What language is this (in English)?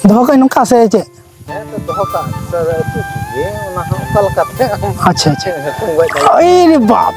Santali